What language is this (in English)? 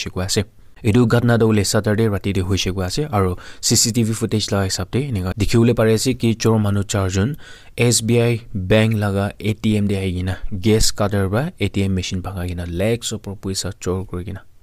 Naga Pidgin